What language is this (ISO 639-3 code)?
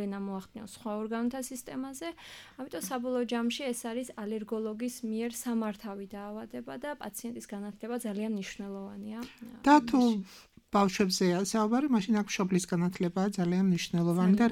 kat